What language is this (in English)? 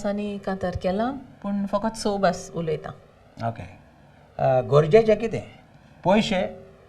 Konkani